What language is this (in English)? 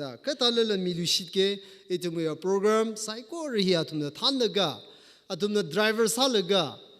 Tangkhul Naga (India)